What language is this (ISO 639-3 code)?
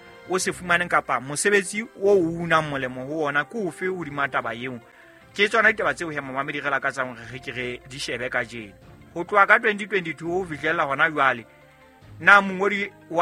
sot